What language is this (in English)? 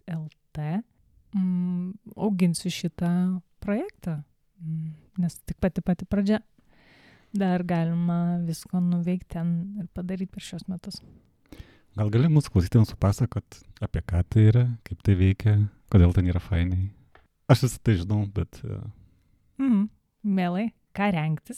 Lithuanian